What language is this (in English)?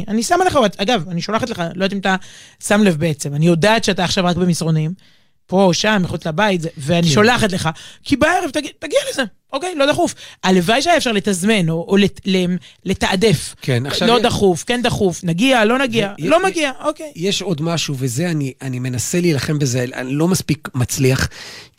Hebrew